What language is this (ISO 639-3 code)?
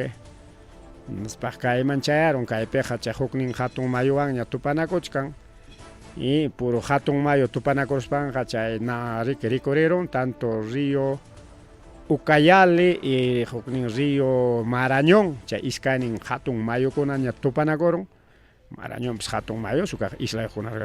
quy